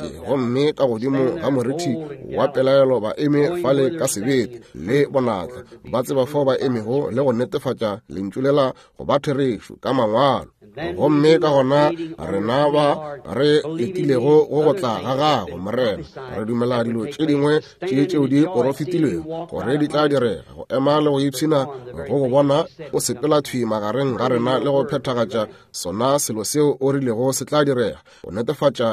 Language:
Northern Sotho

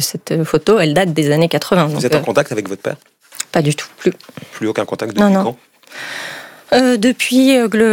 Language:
French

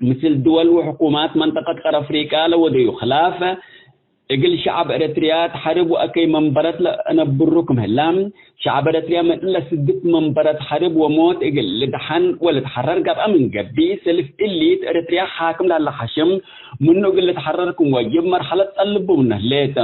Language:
Tigre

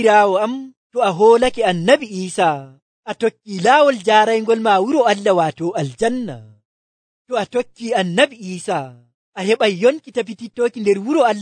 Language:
Nigerian Fulfulde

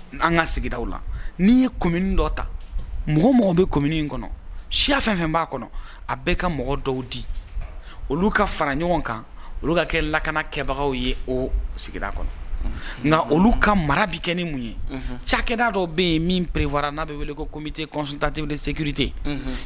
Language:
Bambara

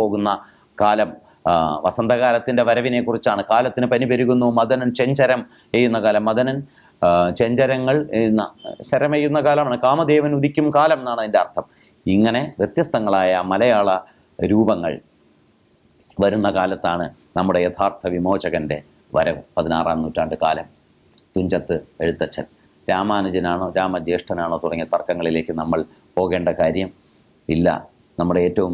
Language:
Malayalam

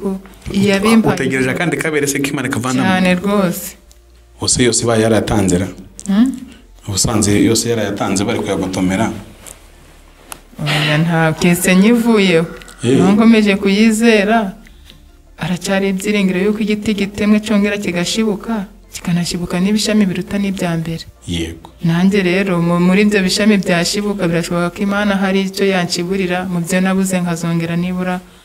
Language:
Kinyarwanda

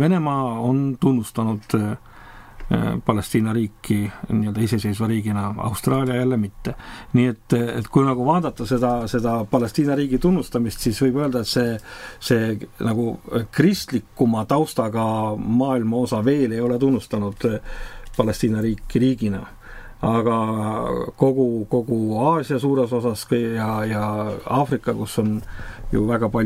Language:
Estonian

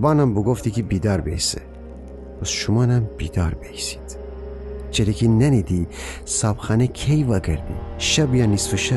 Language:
Gilaki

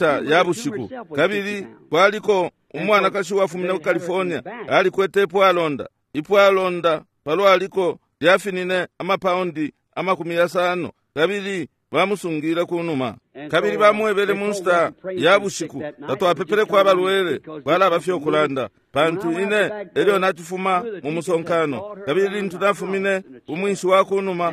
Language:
Bemba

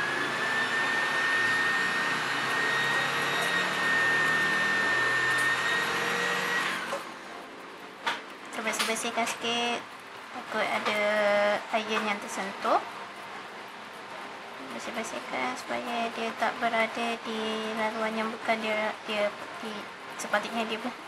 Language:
Malay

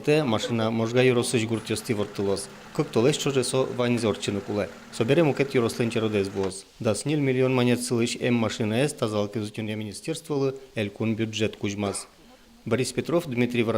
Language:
Udmurt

